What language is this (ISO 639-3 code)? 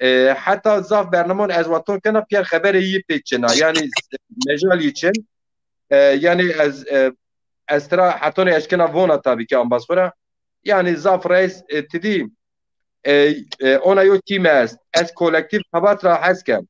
zza